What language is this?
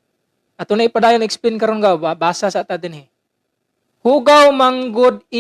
Cebuano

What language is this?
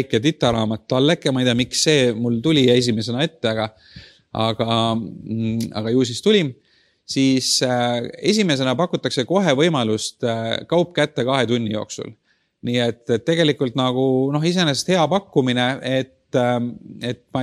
Estonian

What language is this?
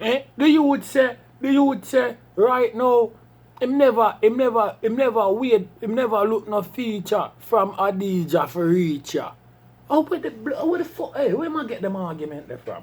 Jamaican Creole English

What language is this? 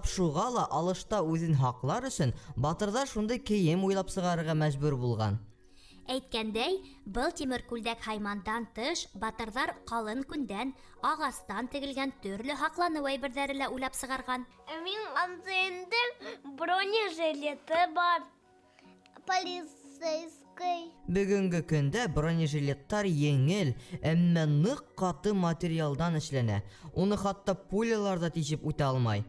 Bashkir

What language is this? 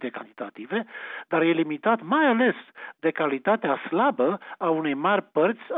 Romanian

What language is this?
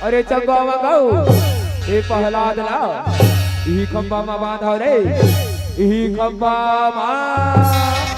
Chhattisgarhi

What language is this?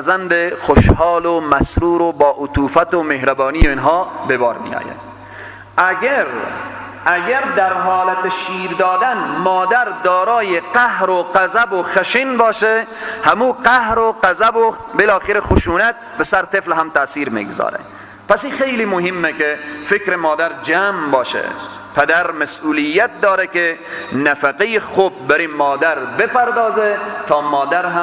Persian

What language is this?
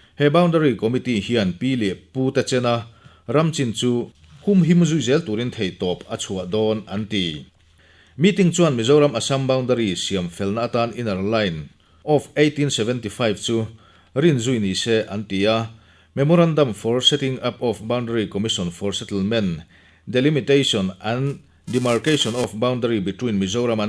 Mizo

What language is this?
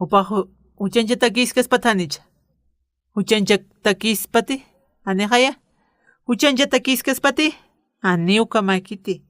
Aymara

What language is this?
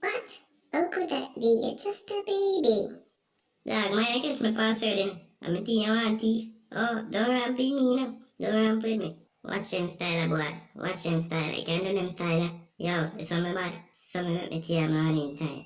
Jamaican Creole English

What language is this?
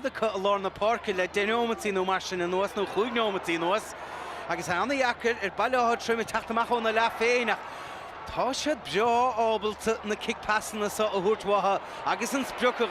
Irish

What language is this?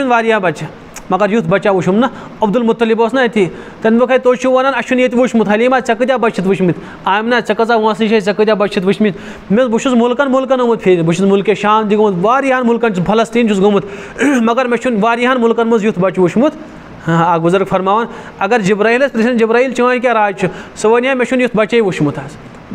Kashmiri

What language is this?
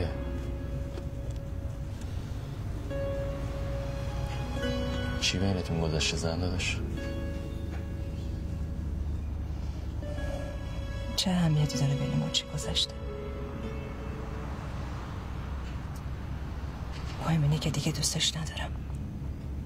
Persian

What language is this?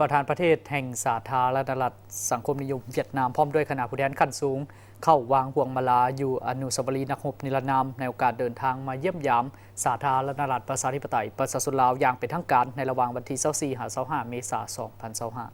Lao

